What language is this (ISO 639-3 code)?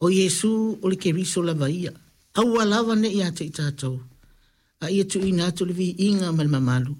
smo